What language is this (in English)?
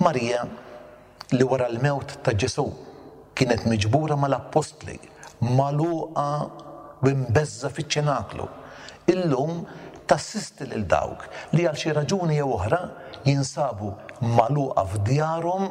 Maltese